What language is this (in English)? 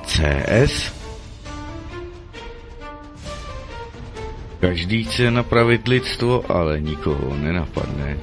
Czech